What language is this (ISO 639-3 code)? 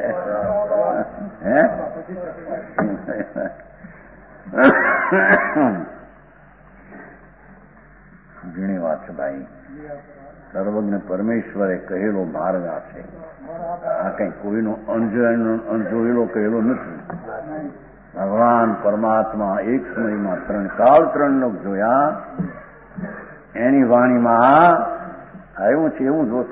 guj